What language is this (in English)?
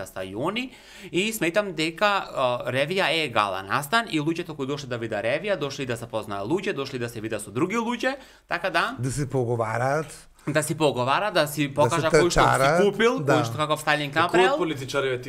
Macedonian